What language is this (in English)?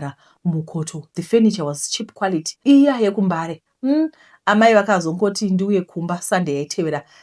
Shona